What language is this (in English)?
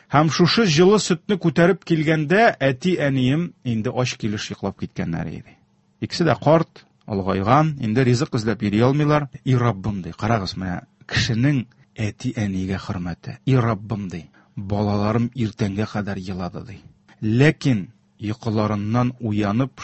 Tatar